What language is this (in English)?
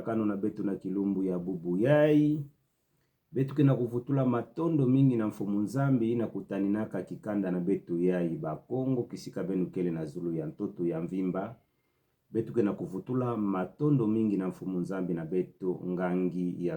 Kituba (Democratic Republic of Congo)